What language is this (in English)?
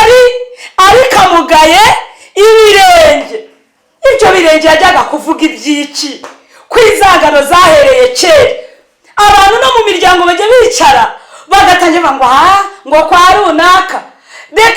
Kinyarwanda